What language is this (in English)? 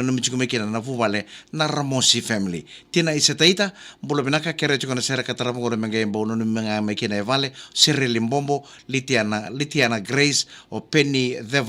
Fijian